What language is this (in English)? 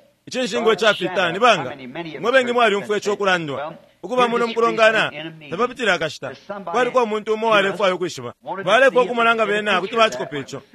Bemba